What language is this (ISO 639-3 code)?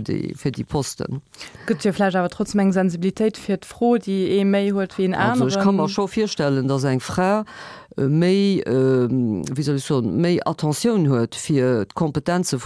ltz